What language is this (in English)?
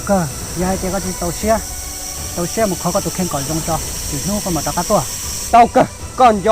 Hmong